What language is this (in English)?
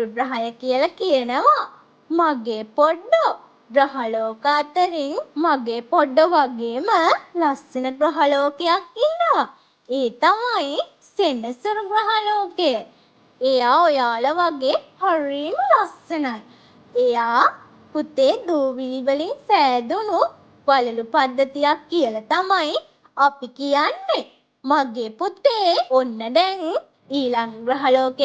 Sinhala